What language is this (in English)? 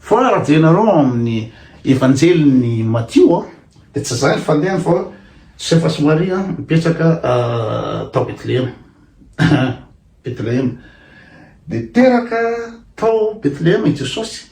Malagasy